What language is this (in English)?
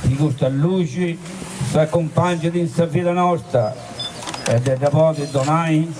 Sardinian